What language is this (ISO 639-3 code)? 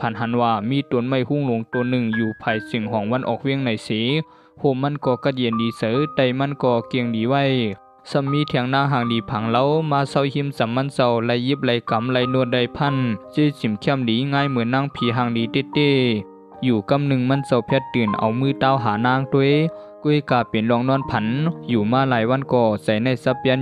shn